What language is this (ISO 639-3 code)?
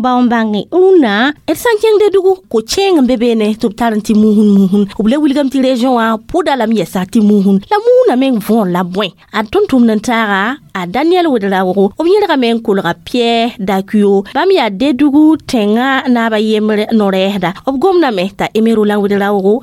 mos